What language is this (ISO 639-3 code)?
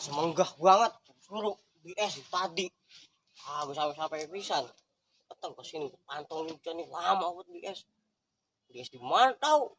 bew